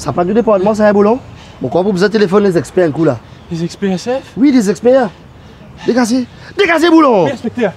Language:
Morisyen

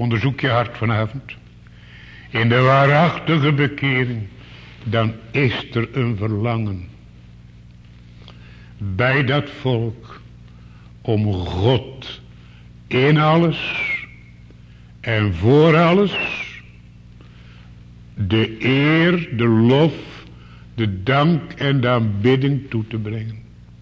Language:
Dutch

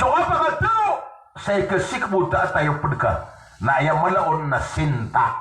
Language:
Maranao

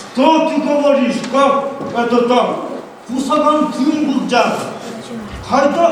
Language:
Yakut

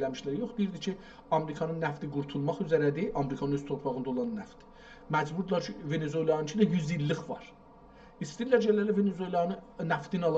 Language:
South Azerbaijani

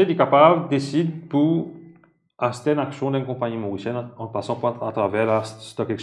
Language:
Morisyen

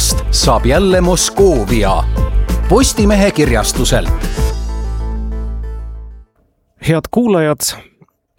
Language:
Estonian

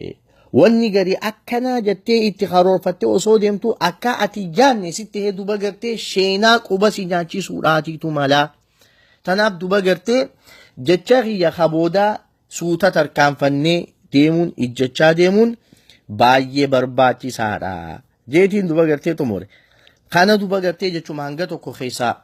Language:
Oromo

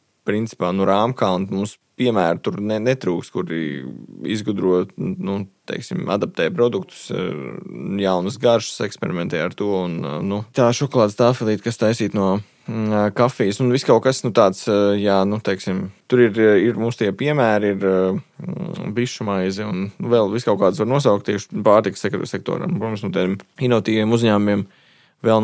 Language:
Latvian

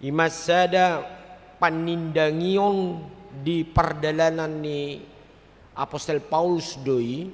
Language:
Batak Toba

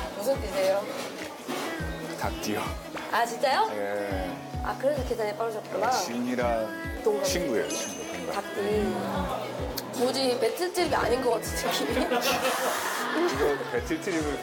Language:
Korean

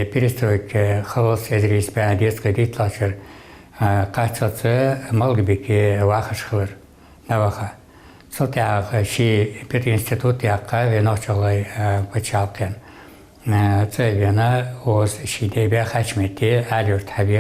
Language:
Ingush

